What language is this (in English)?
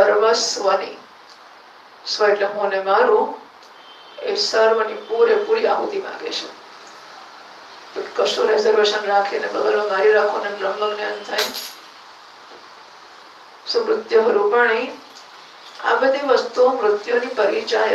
Gujarati